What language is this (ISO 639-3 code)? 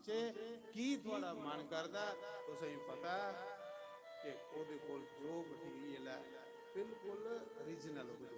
doi